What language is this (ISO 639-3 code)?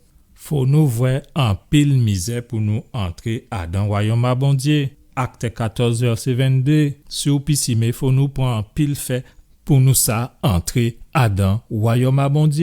gcf